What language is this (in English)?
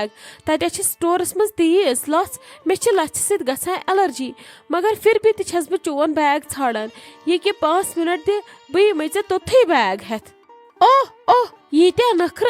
Kashmiri